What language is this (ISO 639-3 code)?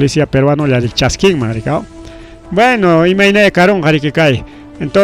quy